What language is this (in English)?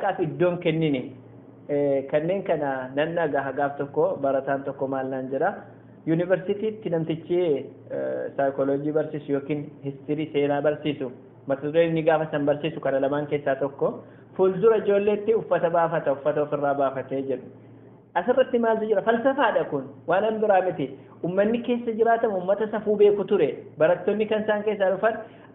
Oromo